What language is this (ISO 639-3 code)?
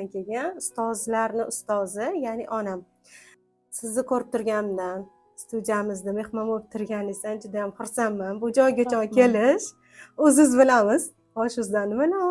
uzb